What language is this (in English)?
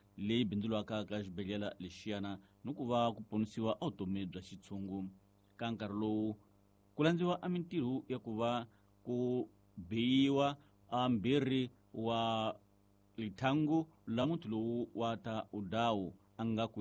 Tsonga